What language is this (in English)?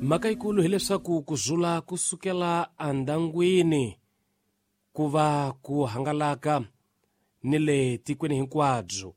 Tsonga